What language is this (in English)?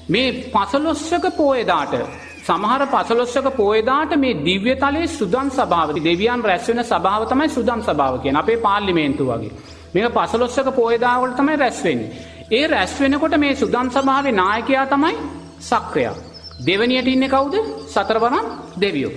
Sinhala